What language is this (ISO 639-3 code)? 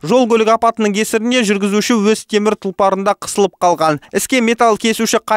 kaz